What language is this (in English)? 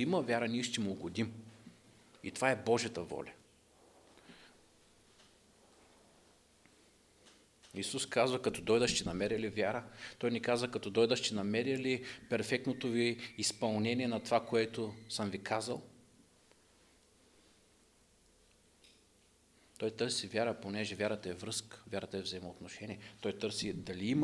Bulgarian